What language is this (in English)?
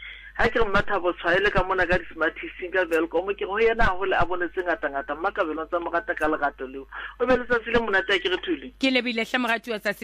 Southern Sotho